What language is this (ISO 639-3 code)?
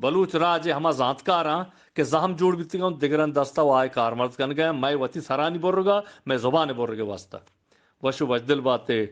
bgp